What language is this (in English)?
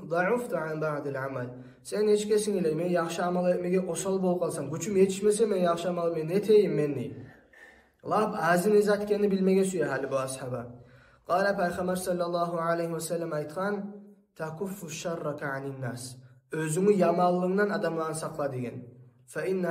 Kumyk